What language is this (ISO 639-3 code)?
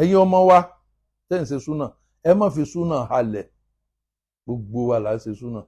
yor